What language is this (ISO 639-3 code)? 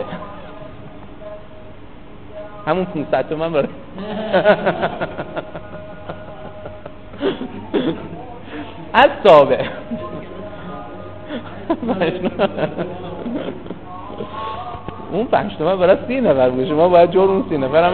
fas